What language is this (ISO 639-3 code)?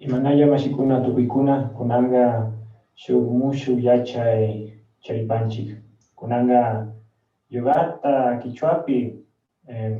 qug